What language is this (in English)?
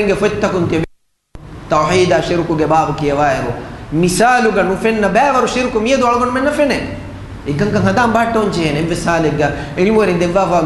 Divehi